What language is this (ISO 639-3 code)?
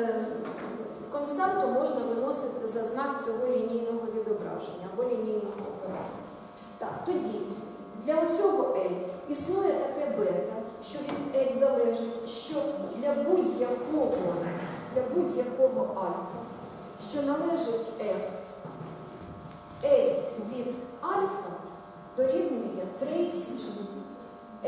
ukr